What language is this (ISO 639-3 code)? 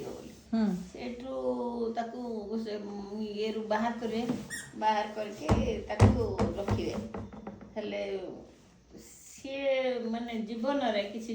ori